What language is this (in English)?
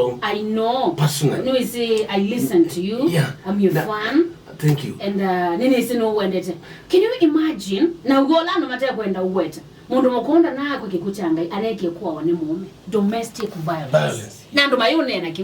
Kamba